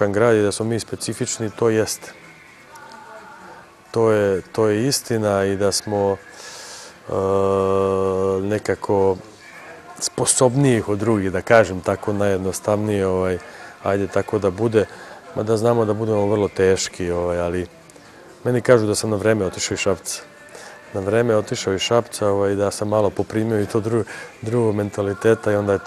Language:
Serbian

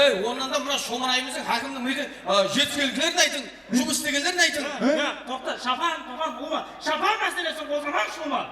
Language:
Kara-Kalpak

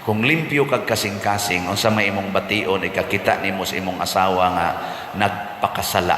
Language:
Cebuano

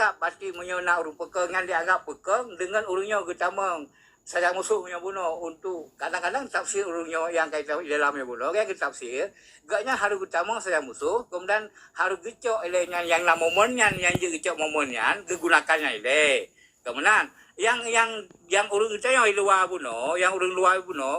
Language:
Achinese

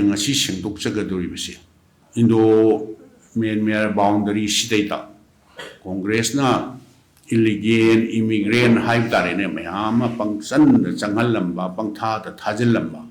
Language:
Manipuri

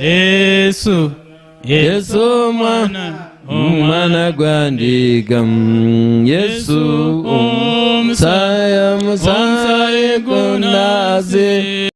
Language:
Nyankole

